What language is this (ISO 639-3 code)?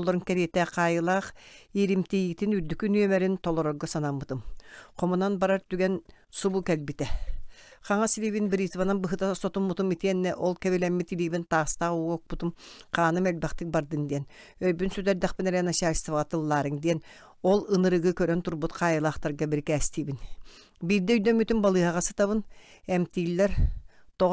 sah